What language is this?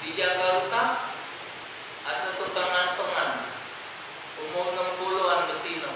Musi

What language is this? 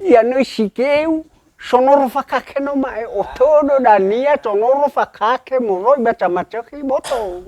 Nias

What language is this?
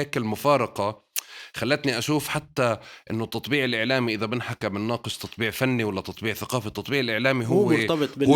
North Levantine Arabic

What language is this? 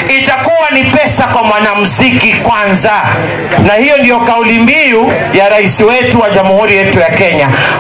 Swahili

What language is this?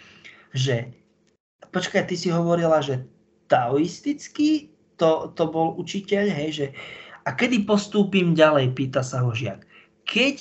Slovak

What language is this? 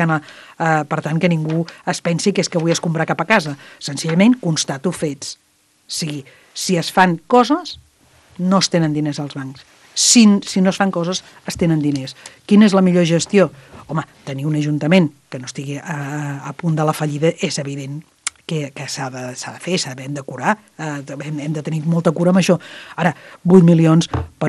Catalan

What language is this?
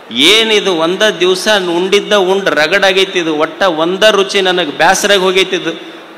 Kannada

